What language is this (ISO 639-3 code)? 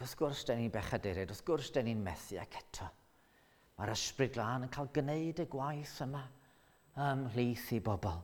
cym